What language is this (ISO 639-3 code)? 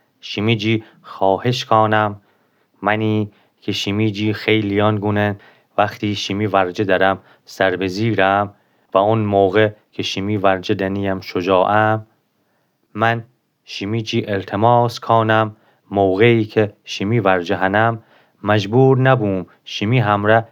glk